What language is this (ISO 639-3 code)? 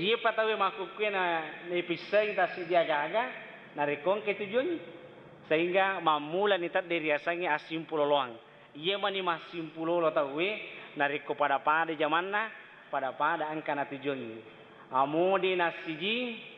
bug